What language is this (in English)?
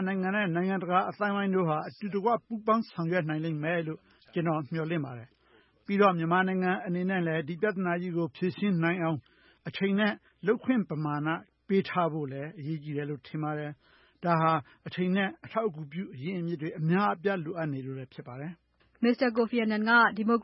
Burmese